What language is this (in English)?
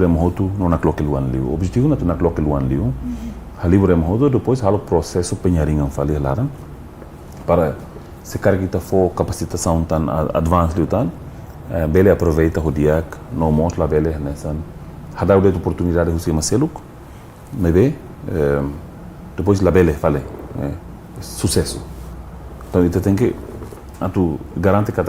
Tetum